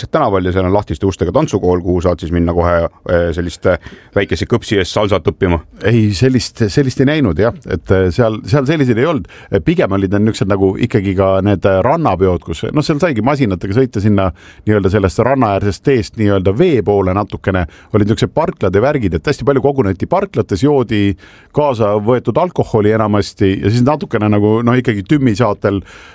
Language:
Estonian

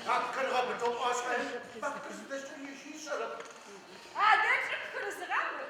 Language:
Adyghe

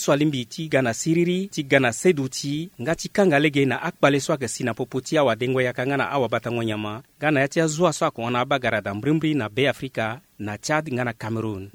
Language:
Sango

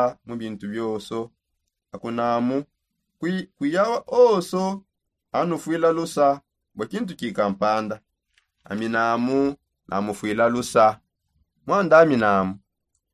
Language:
Songe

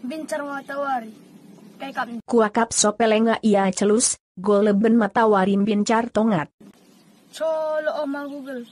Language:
Batak Karo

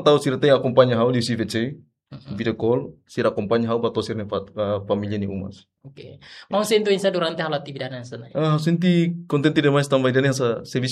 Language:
Tetum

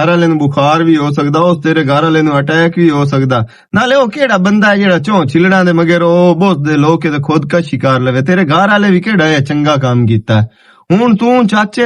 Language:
Western Panjabi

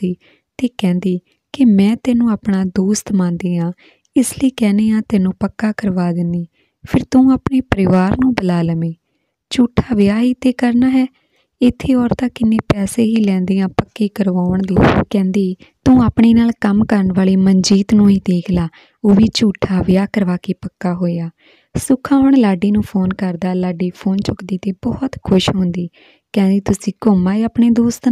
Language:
Punjabi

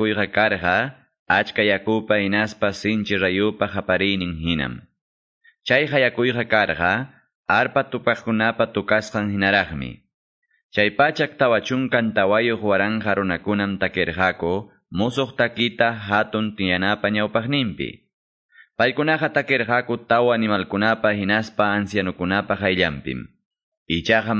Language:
Quechua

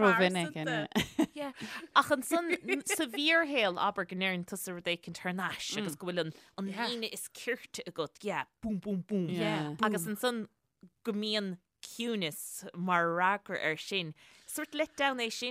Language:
Irish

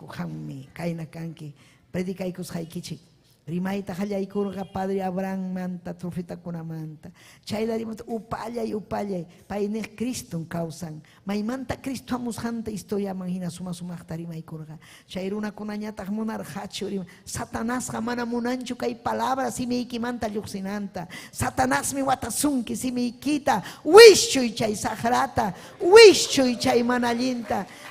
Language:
Ayacucho Quechua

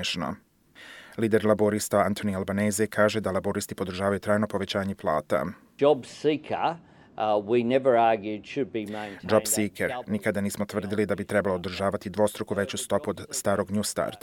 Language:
Serbian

